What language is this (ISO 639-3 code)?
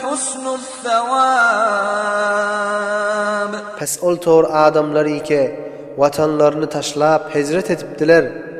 tuk